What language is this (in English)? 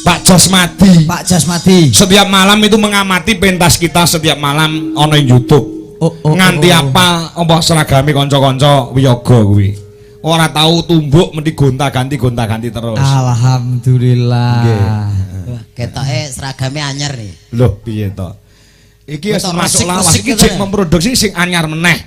Javanese